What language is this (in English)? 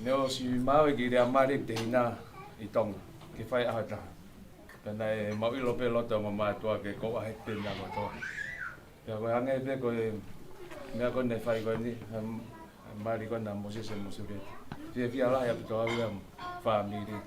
Tongan